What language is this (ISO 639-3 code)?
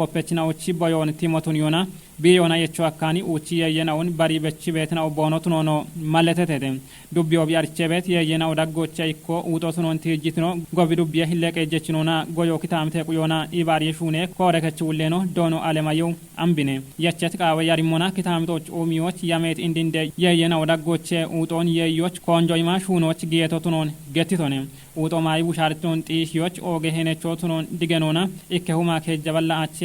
kbr